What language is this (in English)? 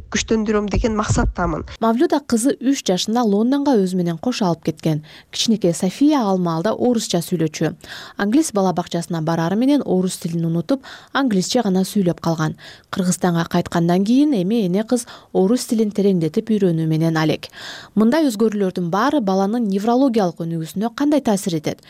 Kyrgyz